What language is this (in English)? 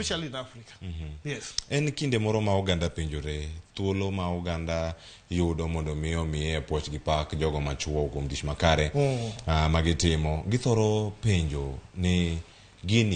Luo (Kenya and Tanzania)